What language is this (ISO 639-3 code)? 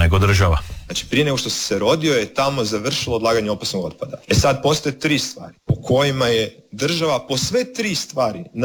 hrv